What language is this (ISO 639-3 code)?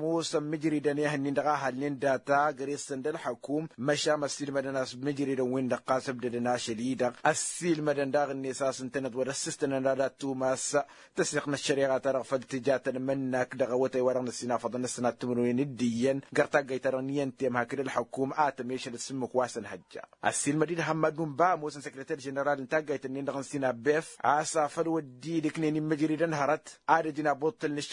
taq